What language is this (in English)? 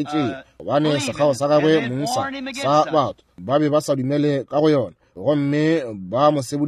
Northern Sotho